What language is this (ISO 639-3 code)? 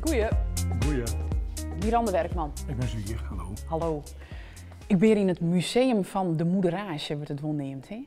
fry